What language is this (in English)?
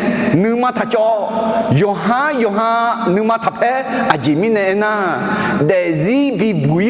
Akha